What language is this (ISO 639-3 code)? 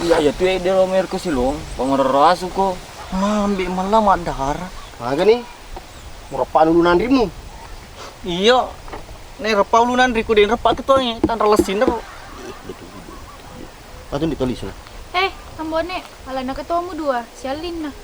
bug